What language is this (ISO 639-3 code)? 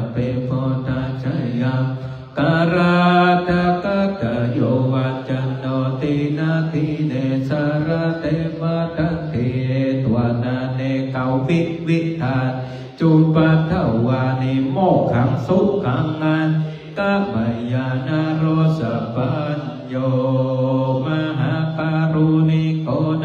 pli